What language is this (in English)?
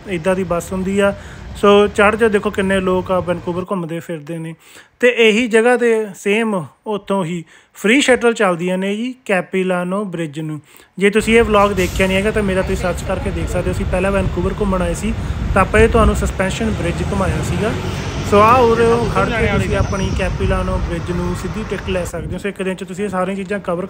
Punjabi